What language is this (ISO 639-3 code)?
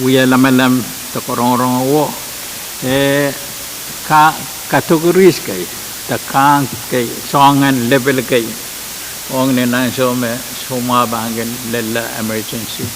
pon